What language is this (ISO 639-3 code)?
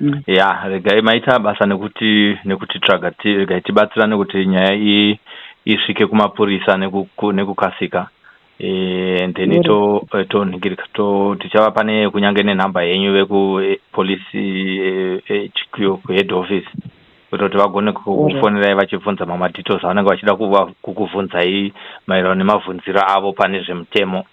sna